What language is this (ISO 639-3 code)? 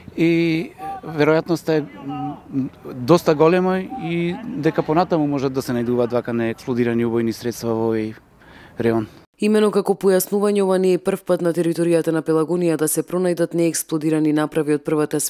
mkd